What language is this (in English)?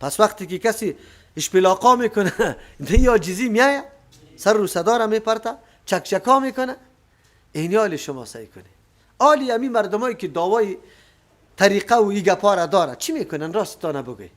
Persian